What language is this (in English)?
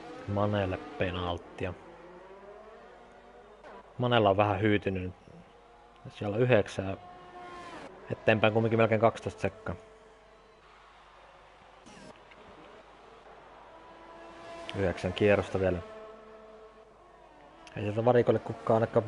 Finnish